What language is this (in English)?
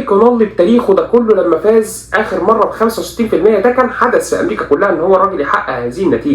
Egyptian Arabic